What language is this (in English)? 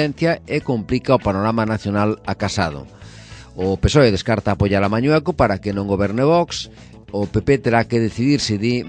Galician